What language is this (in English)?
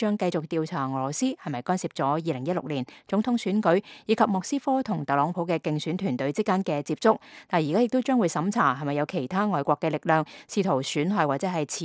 Cantonese